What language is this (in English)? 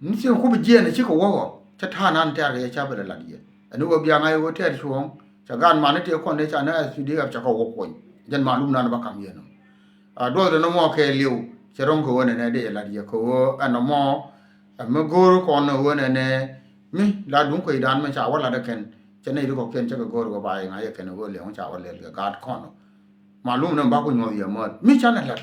Nuer